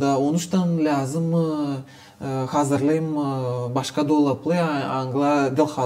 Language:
Gagauz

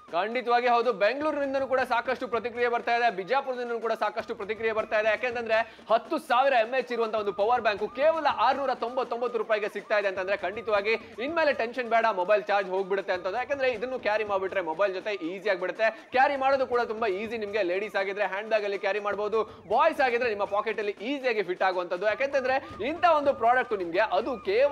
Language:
Kannada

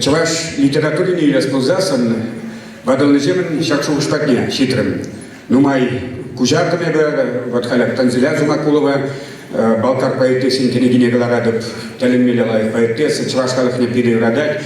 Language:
Chuvash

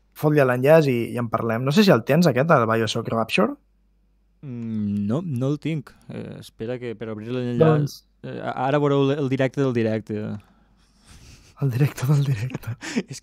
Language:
Catalan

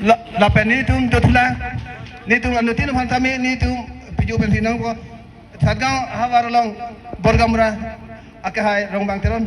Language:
Karbi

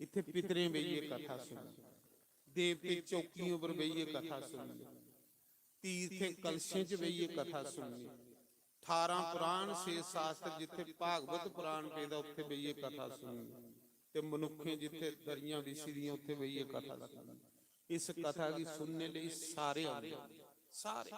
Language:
Dogri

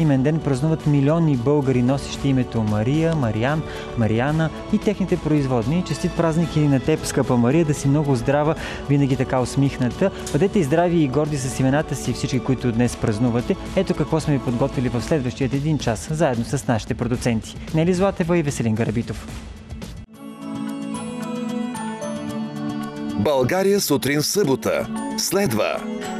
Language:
Bulgarian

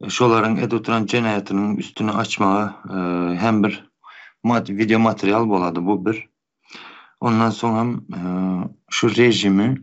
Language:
Turkmen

